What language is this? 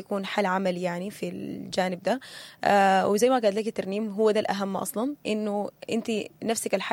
Sudanese Arabic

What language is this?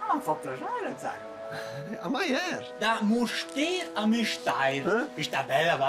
Romansh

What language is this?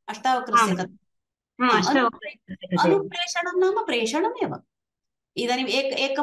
Sanskrit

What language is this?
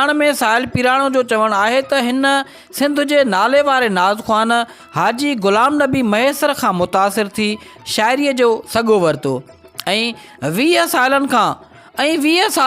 Sindhi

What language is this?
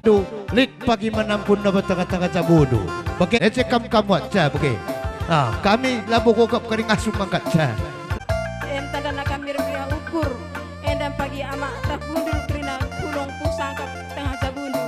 Batak Karo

